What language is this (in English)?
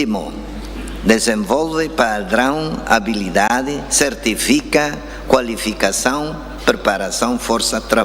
Tetum